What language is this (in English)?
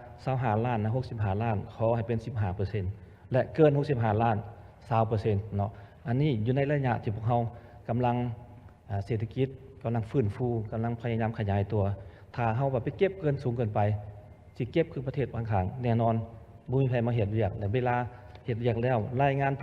Lao